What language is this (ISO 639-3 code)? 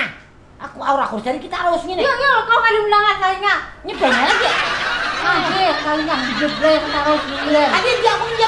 bjn